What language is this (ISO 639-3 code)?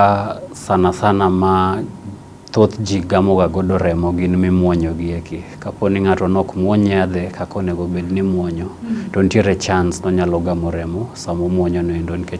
luo